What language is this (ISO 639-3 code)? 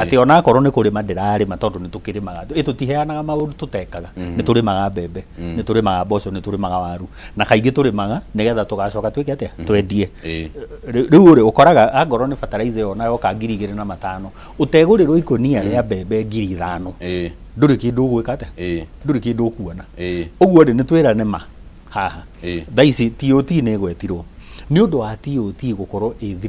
kik